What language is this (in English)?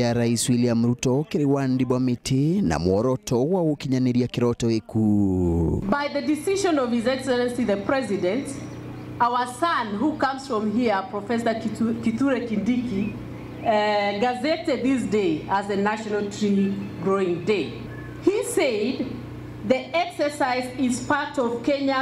Meru